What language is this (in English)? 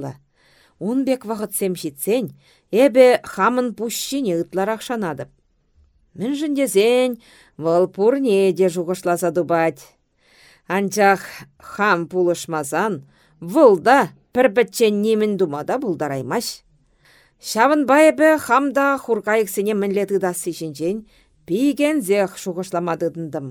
Chuvash